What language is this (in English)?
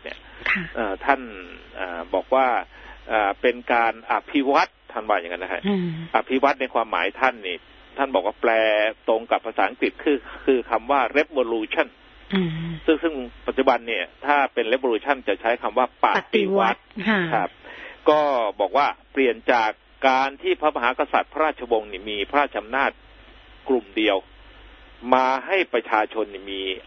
Thai